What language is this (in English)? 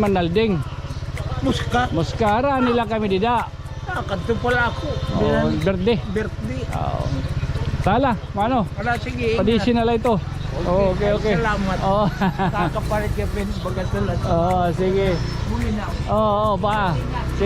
Waray